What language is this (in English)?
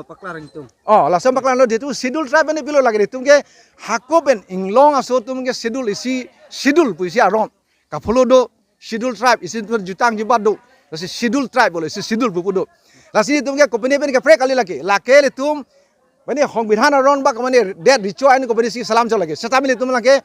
Karbi